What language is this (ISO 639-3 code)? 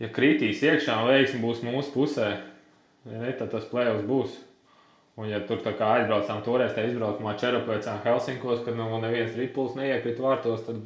lav